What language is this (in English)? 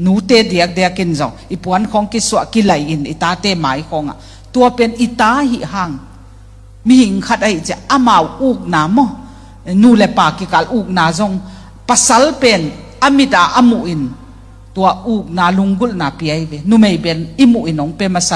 Tedim Chin